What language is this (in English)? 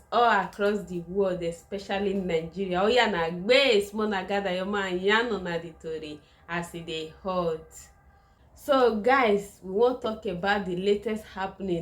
Nigerian Pidgin